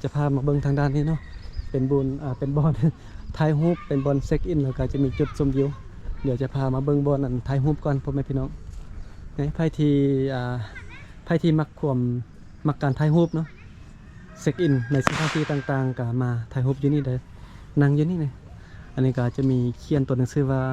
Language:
Lao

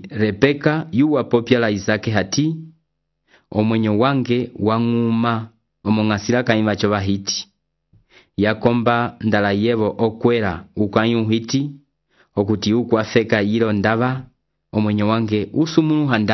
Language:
Umbundu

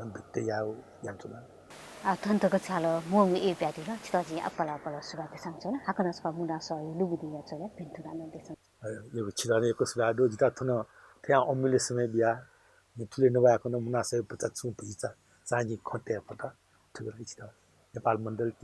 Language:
Newari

